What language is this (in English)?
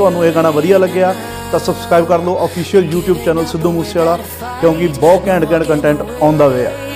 Punjabi